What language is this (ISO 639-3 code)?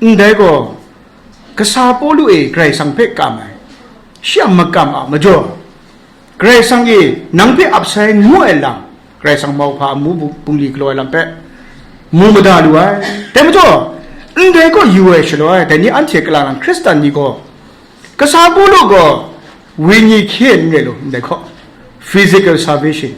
kac